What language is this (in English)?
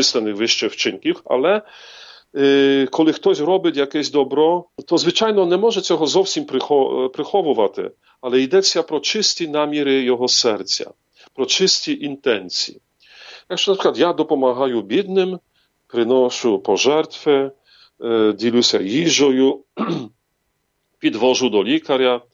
Ukrainian